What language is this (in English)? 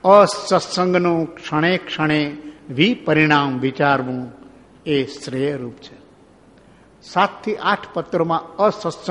Gujarati